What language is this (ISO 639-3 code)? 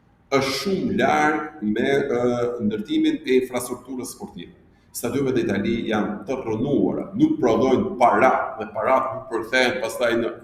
sqi